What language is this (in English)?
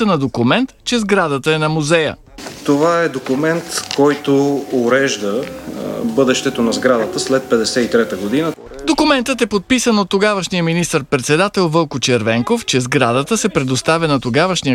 Bulgarian